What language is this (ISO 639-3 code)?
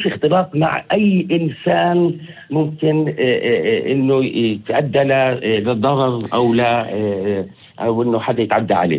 apc